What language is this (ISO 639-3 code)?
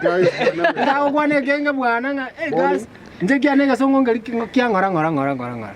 guz